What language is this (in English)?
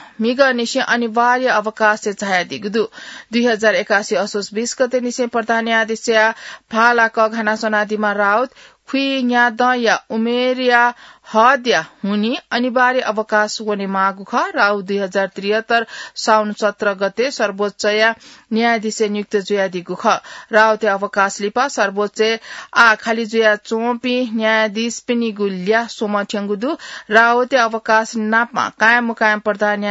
Newari